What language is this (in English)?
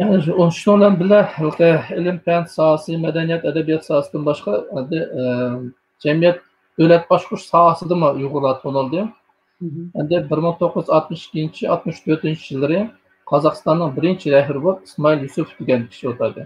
Uyghur